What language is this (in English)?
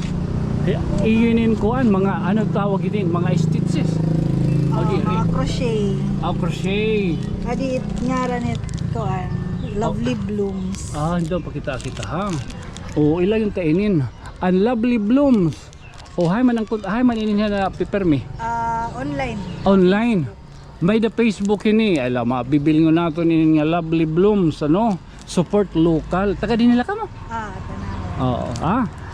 Waray